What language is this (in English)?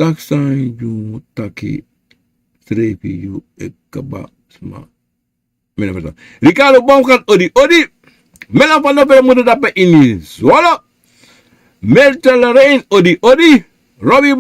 Sranan Tongo